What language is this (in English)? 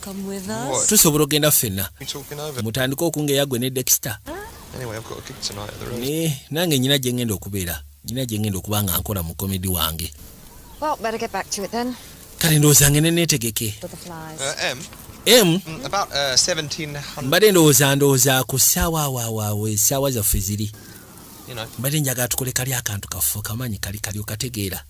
Ganda